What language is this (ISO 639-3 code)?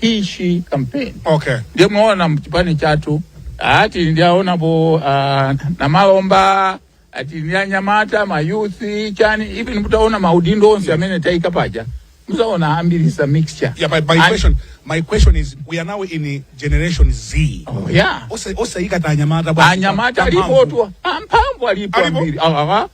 nya